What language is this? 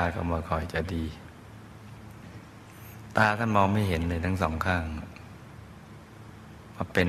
Thai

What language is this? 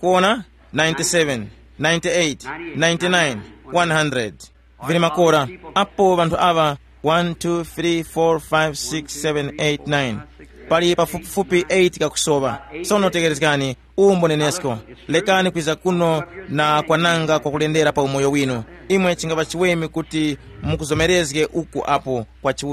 Tumbuka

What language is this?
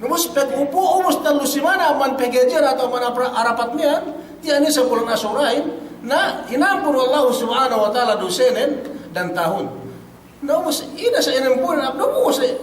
Yakan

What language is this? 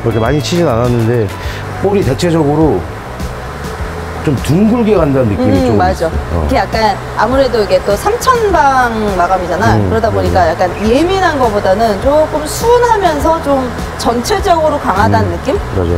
Korean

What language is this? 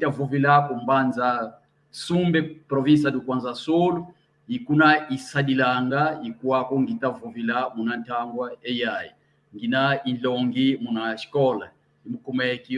San Salvador Kongo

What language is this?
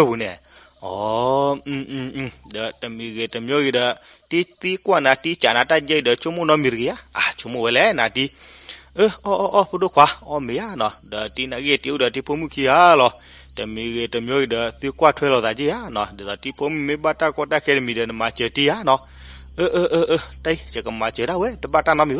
S'gaw Karen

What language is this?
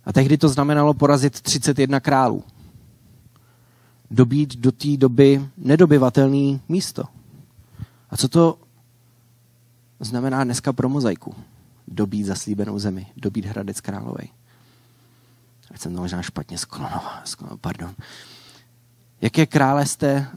Czech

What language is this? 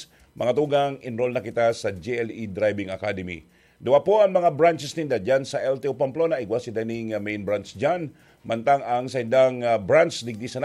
Bikol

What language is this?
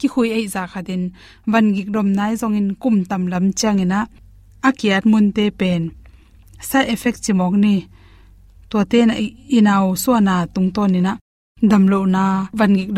Tedim Chin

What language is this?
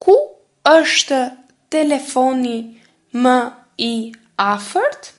Albanian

